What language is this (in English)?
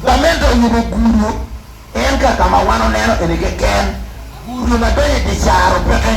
Acoli